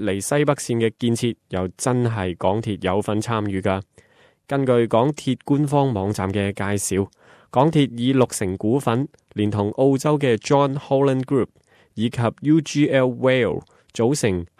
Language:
Cantonese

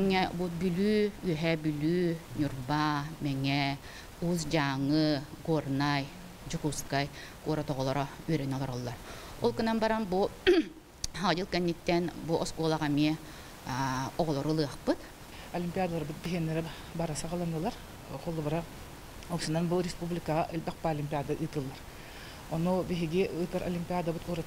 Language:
Yakut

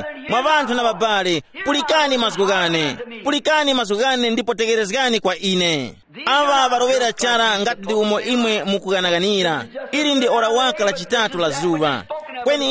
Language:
Tumbuka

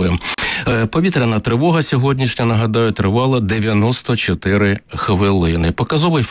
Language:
Ukrainian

